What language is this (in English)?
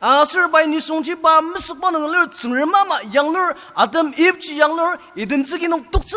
Ao Naga